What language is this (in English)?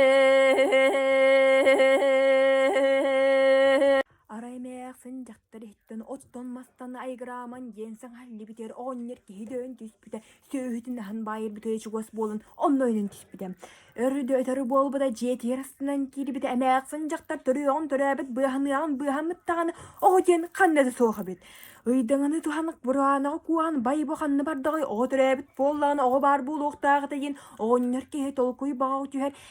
Yakut